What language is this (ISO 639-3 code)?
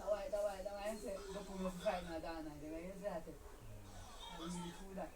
jam